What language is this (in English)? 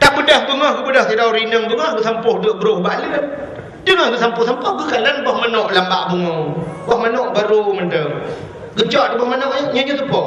Achinese